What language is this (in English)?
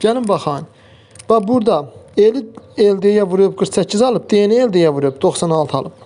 Azerbaijani